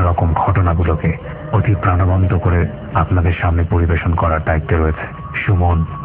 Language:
Bangla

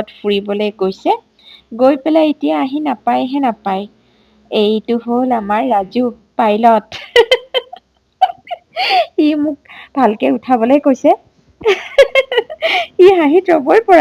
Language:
Assamese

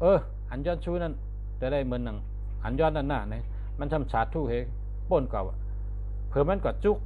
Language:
Shan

